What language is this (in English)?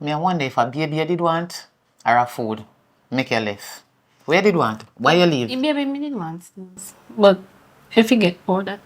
Jamaican Creole English